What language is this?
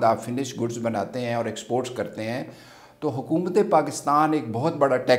Urdu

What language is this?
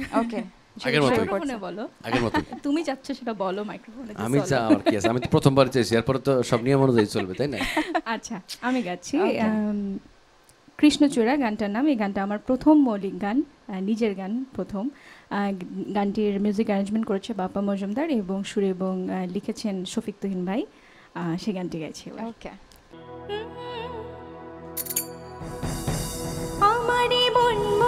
Bangla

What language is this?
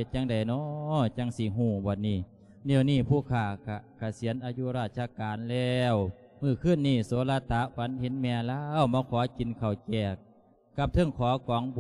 Lao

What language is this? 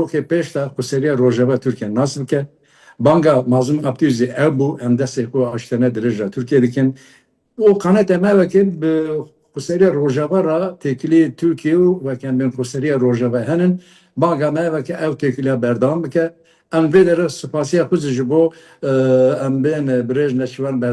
Kurdish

